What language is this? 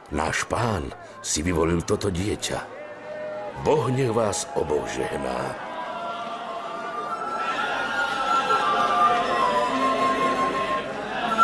Slovak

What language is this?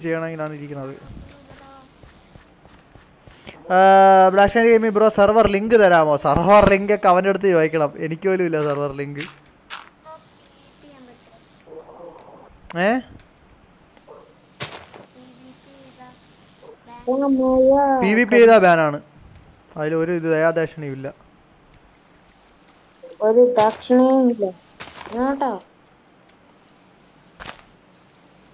Malayalam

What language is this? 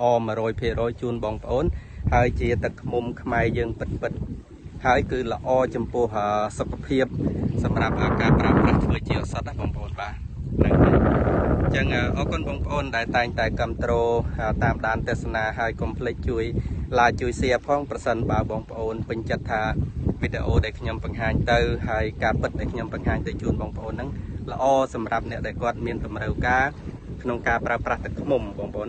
Khmer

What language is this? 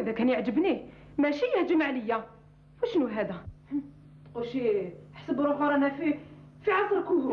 Algerian Arabic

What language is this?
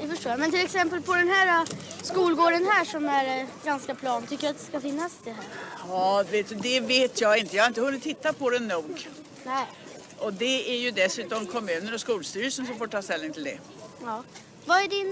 Swedish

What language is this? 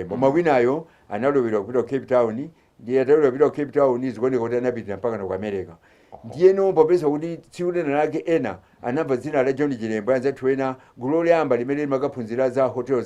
Nyanja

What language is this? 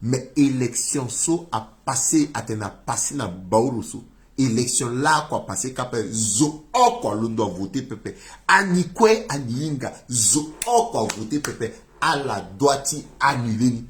Sango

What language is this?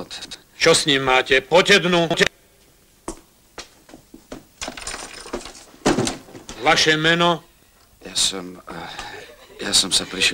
Slovak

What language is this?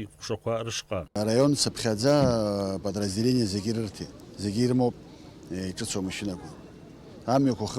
Abkhazian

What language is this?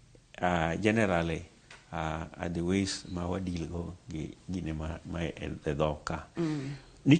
Luo (Kenya and Tanzania)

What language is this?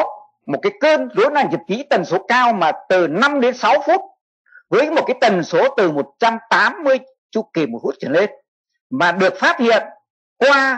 Vietnamese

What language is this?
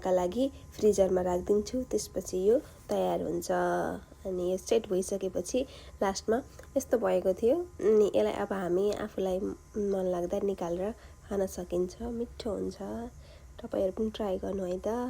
Nepali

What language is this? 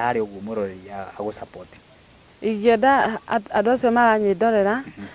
Kikuyu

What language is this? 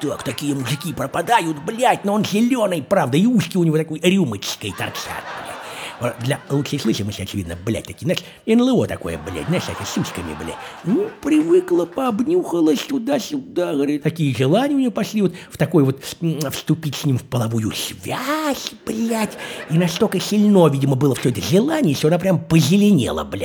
Russian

